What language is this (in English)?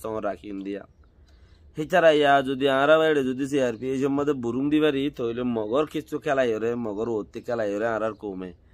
Rohingya